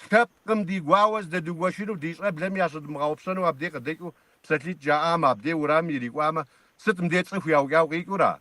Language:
Kabardian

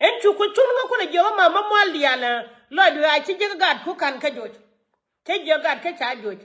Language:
Nuer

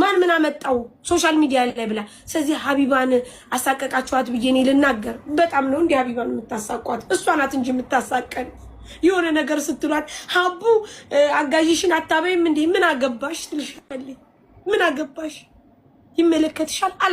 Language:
Amharic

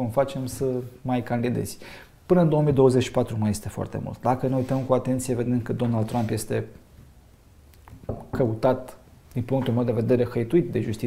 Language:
Romanian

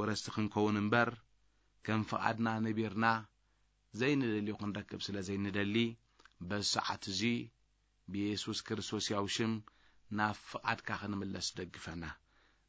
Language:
Tigrinya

